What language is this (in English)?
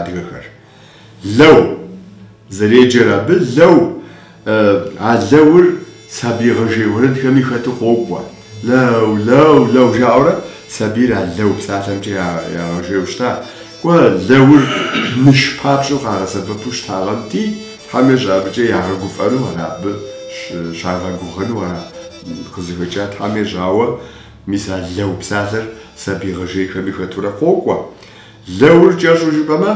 Kabardian